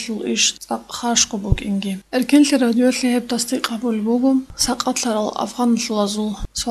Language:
Avaric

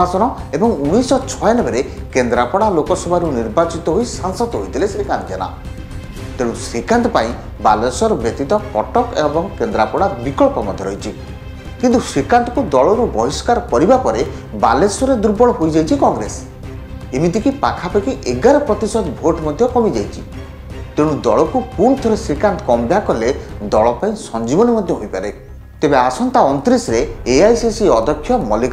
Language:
Odia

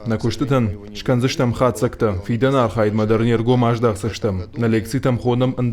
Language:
Ossetic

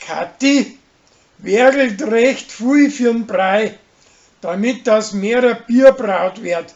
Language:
Bavarian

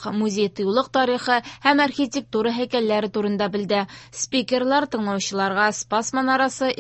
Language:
Tatar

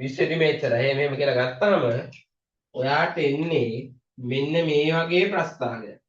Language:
Sinhala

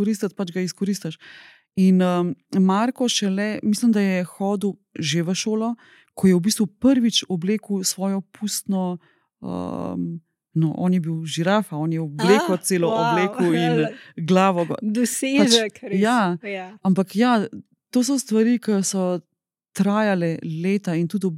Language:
Slovenian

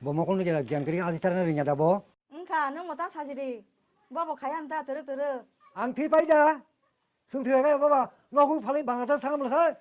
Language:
Kok Borok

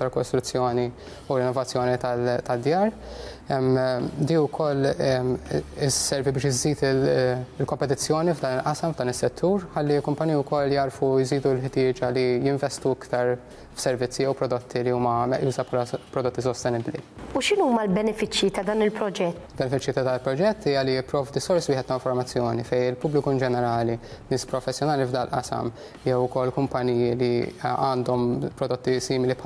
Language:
Maltese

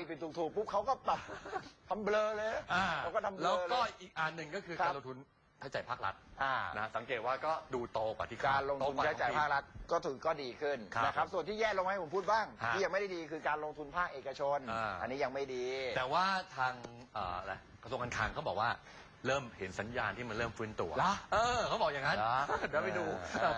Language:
Thai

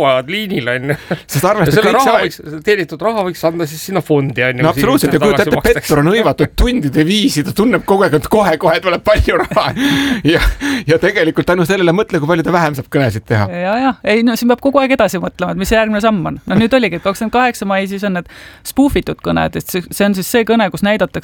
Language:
Estonian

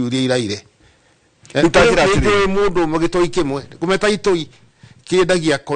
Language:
Kikuyu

